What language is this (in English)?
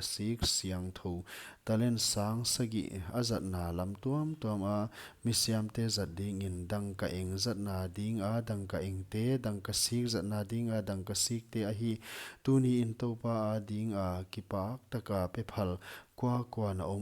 Paite Chin